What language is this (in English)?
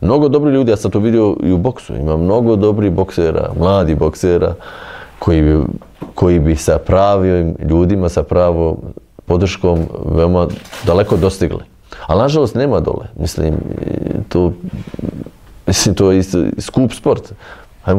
Bosnian